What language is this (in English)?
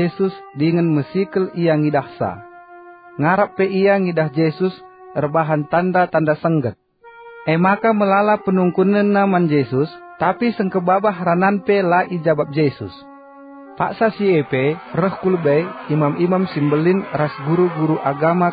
Batak Karo